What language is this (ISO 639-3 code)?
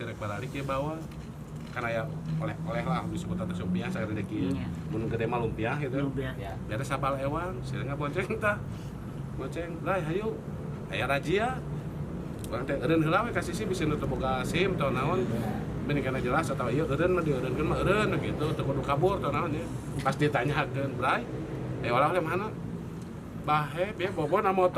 sun